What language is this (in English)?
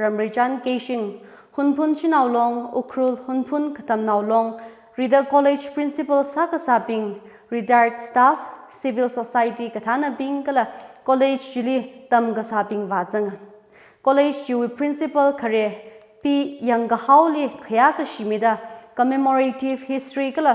Tangkhul Naga (India)